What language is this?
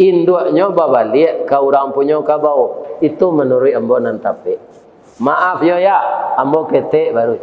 Minangkabau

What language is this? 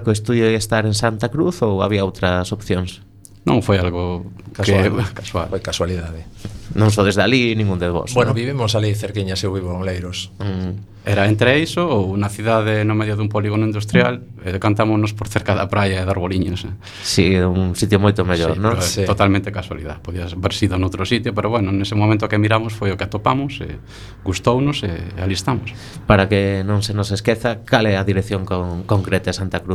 Galician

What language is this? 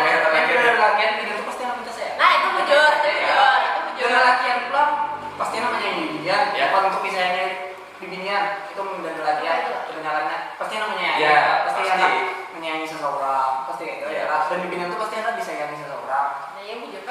Banjar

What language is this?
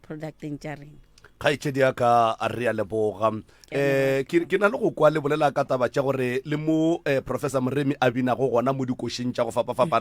Northern Sotho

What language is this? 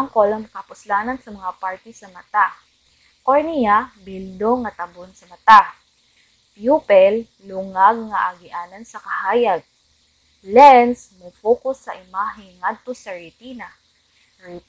Cebuano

